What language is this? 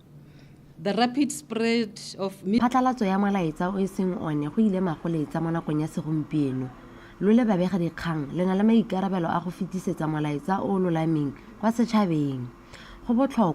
Tswana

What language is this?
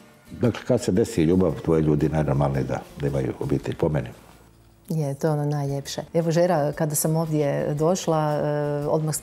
Croatian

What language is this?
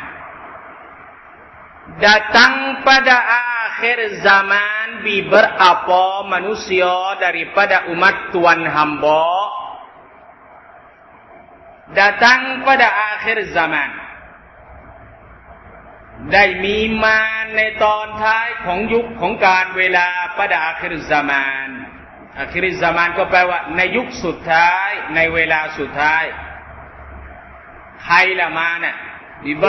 Thai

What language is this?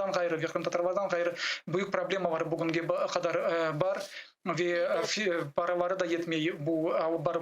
Crimean Tatar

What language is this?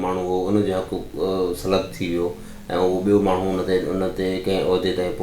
Sindhi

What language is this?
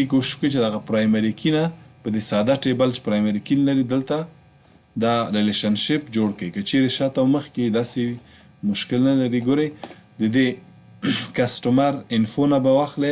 Pashto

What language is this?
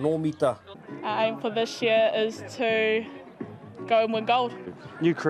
Māori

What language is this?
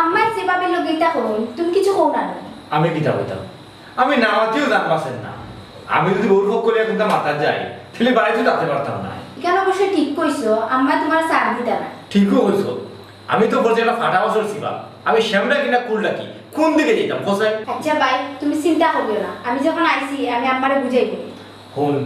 Sylheti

